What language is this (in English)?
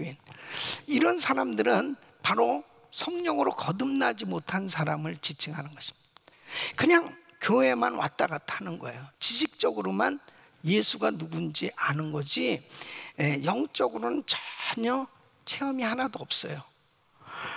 Korean